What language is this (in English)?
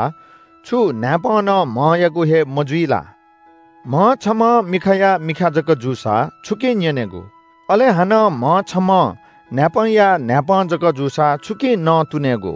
Newari